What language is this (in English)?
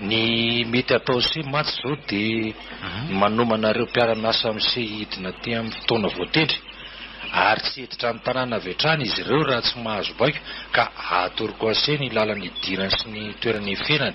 Malagasy